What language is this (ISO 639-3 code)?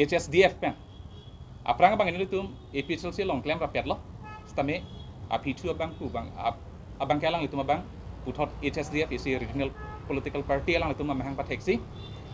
mjw